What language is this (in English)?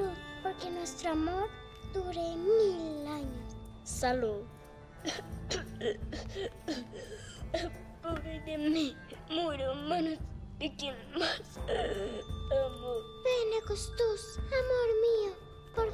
Spanish